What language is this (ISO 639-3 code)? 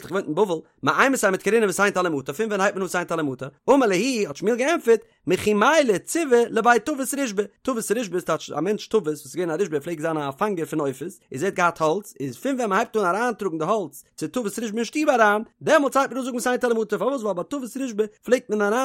yid